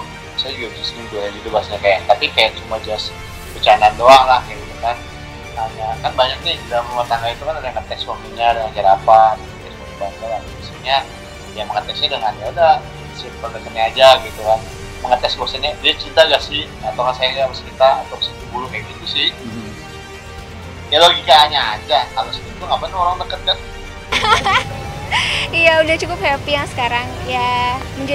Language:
Indonesian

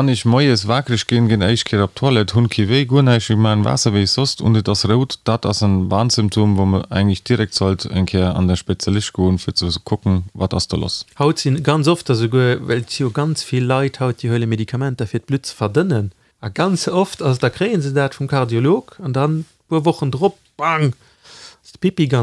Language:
Luxembourgish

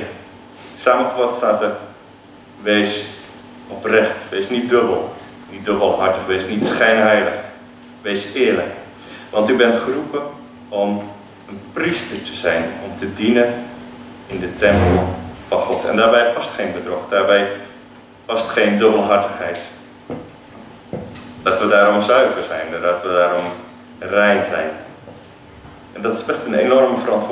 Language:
Dutch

